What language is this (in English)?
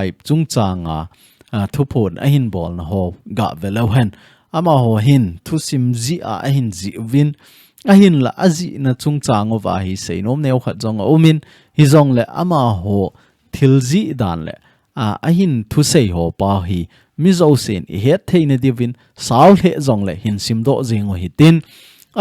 Thado Chin